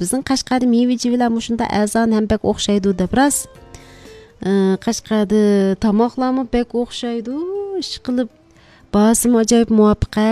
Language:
Uyghur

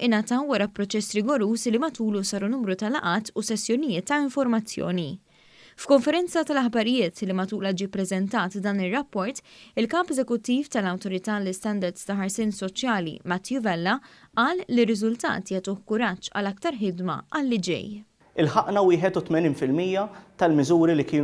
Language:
Maltese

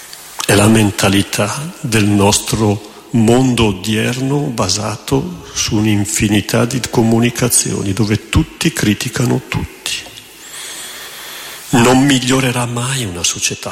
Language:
Italian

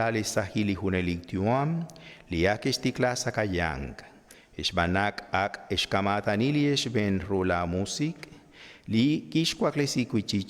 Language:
Kekchí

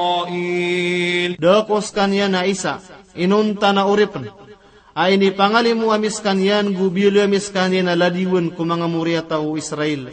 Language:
Maranao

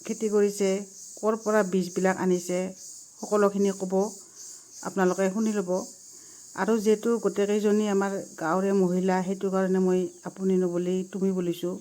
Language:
Assamese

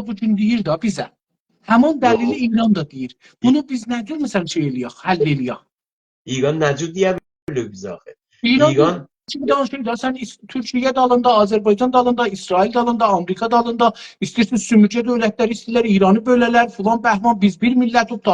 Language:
South Azerbaijani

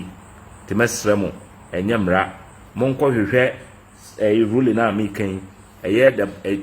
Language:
Akan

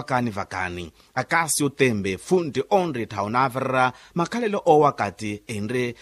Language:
Makhuwa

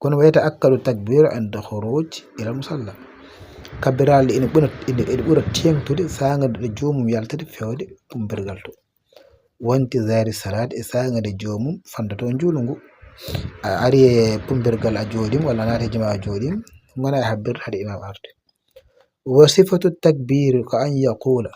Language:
Fula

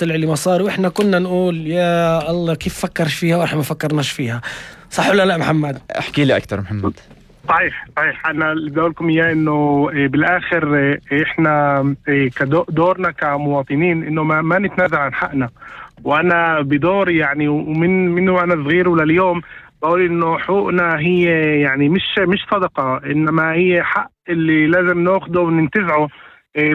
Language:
North Levantine Arabic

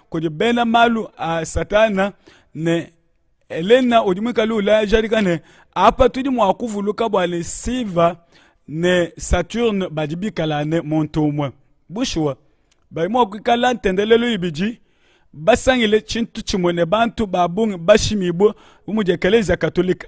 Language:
Luba-Lulua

